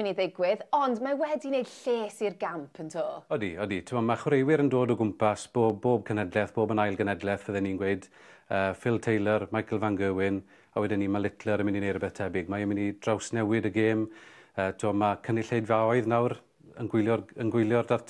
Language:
Welsh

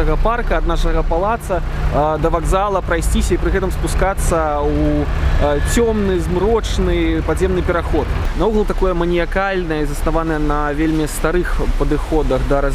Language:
Belarusian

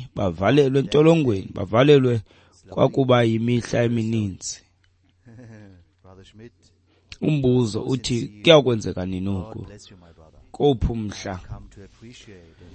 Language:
Xhosa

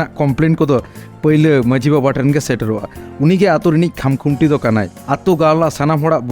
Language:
Santali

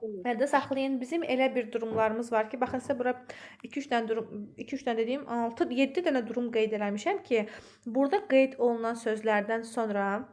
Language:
Azerbaijani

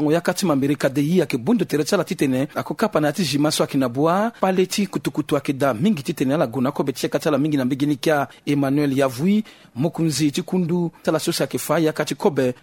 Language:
Sango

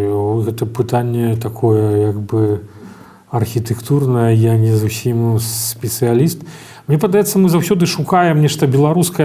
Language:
Belarusian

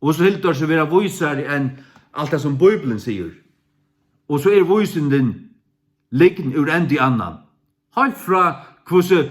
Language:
Faroese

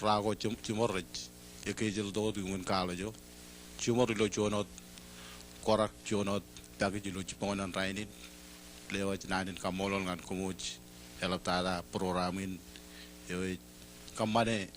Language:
Marshallese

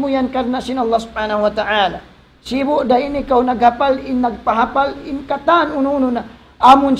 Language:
Tausug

